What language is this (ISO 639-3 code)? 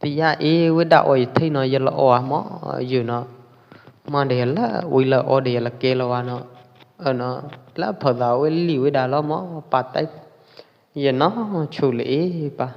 kjp